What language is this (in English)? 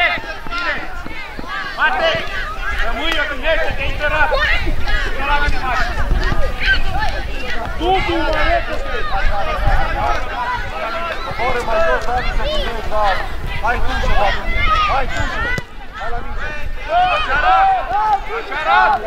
Romanian